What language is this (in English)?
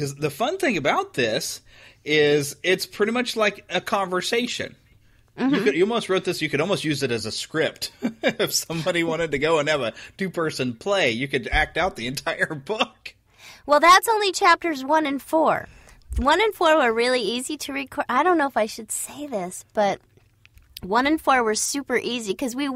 English